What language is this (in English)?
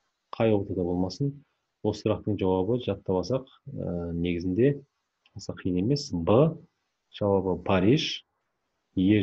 Kazakh